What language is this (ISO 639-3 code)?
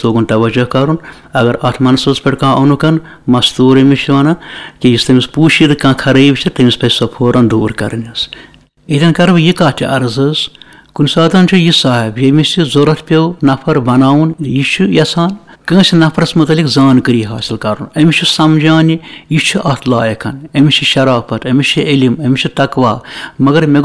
kas